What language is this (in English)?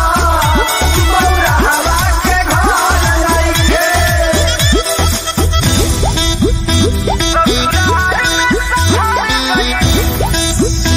Bhojpuri